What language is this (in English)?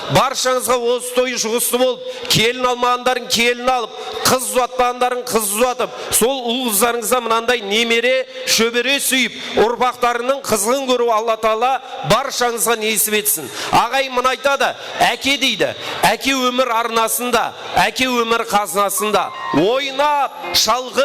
Kara-Kalpak